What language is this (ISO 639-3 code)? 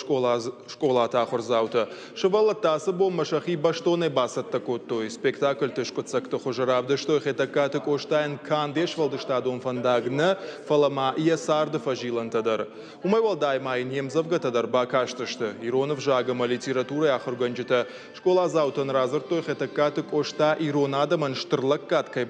oss